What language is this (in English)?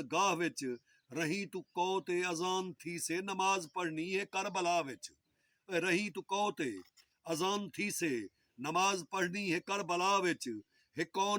Saraiki